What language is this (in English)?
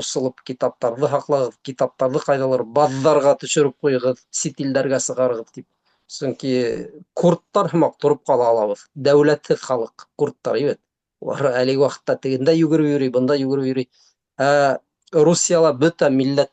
Bashkir